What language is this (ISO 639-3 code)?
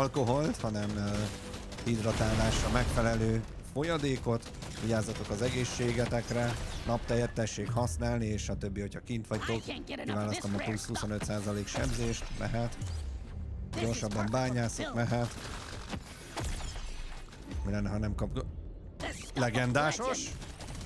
hun